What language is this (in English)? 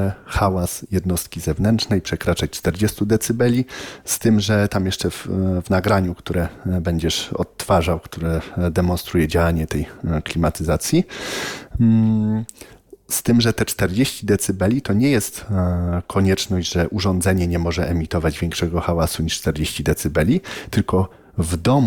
Polish